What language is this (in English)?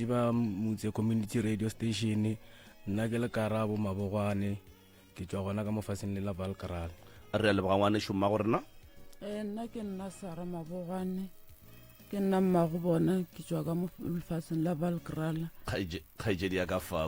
Northern Sotho